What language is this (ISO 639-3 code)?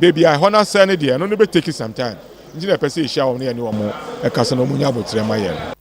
aka